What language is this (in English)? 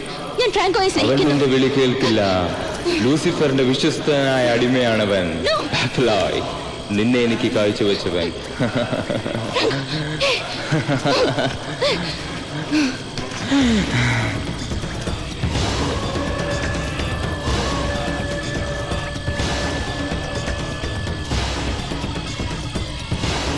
Malayalam